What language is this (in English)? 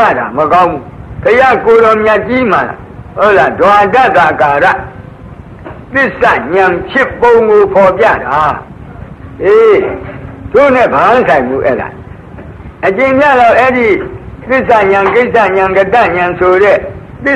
Burmese